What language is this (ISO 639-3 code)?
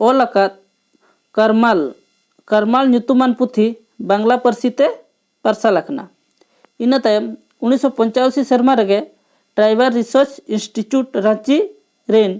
sat